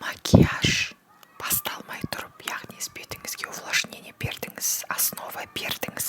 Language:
Kazakh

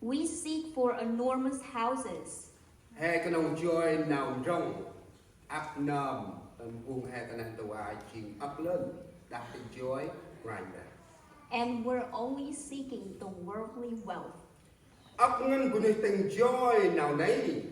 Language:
Central Mnong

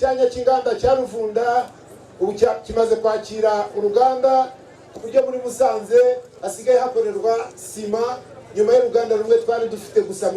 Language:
Kinyarwanda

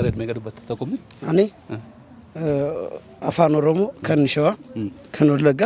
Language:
Oromo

